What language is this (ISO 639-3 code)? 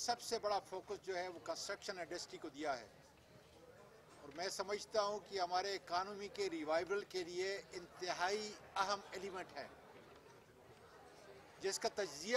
urd